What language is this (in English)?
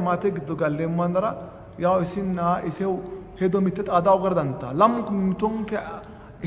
Sidamo